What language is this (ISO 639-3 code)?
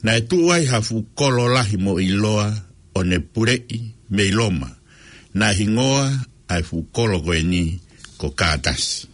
ton